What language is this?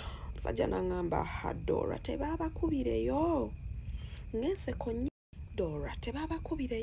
Ganda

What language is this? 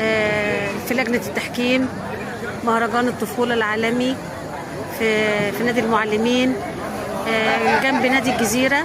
Egyptian Arabic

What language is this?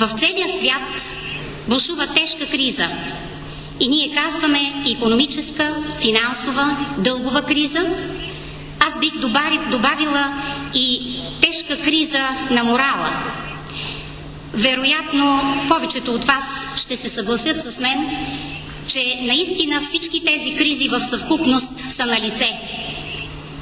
Bulgarian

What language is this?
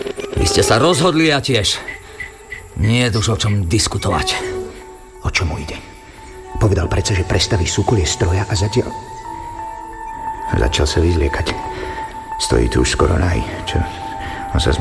Slovak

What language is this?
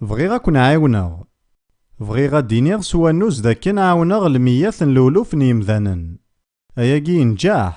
Kabyle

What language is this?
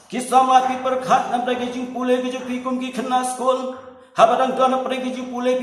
Khasi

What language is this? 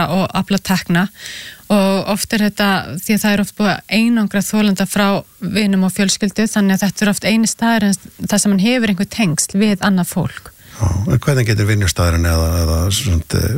Icelandic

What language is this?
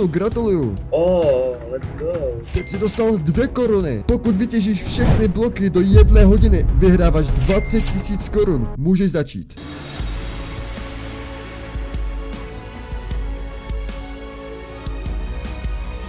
Czech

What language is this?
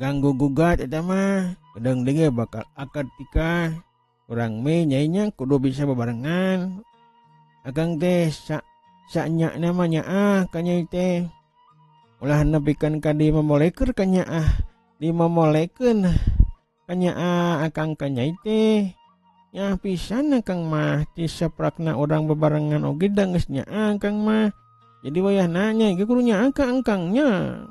Sundanese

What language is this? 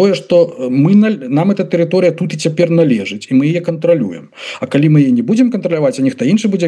Belarusian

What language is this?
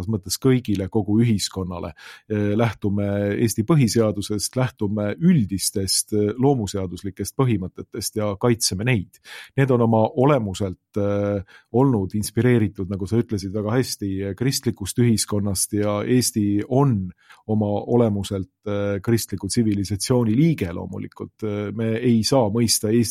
Estonian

